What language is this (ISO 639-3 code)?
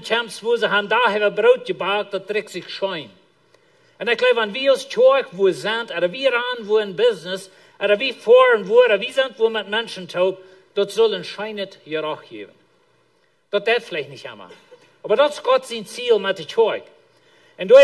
pdt